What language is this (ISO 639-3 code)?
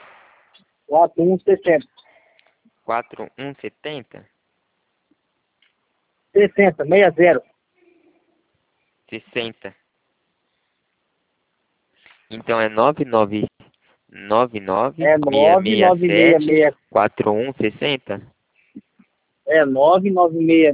por